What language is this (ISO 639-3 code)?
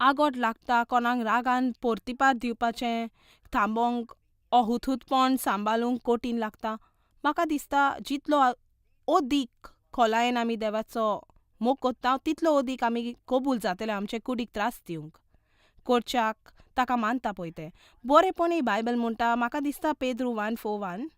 kok